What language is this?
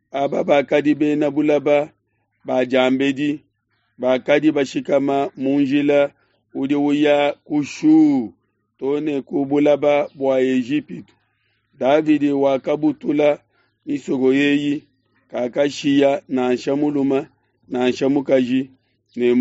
Luba-Lulua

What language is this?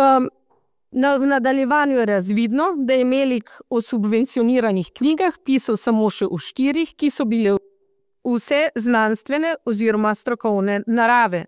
Slovenian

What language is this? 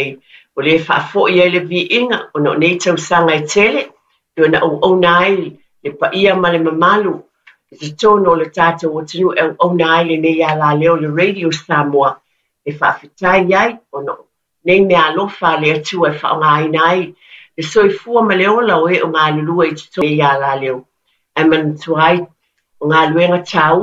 Samoan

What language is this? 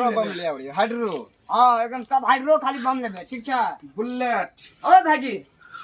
Maithili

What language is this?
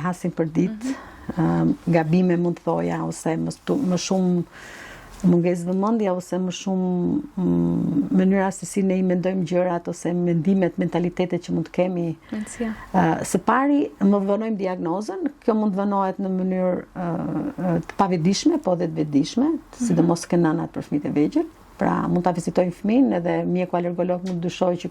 Albanian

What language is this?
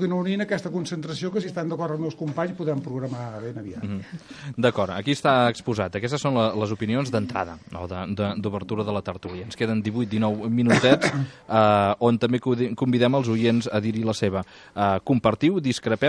Catalan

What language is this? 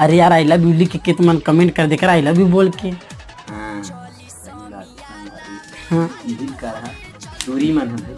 Chhattisgarhi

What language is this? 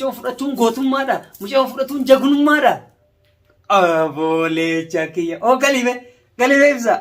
Oromo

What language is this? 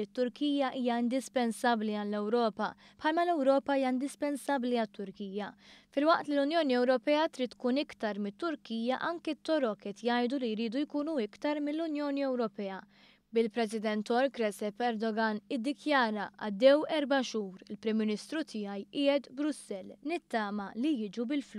Maltese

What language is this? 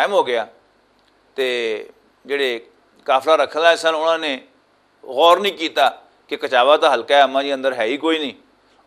Western Panjabi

